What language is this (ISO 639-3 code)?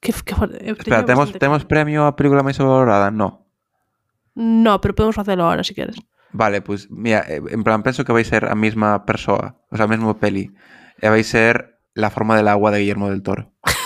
glg